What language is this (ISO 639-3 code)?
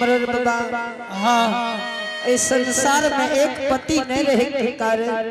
anp